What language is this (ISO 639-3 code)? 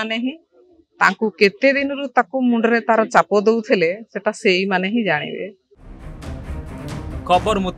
ori